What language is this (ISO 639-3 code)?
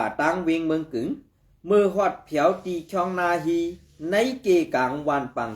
shn